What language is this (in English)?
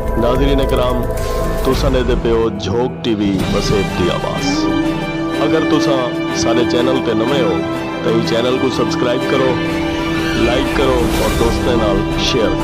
Saraiki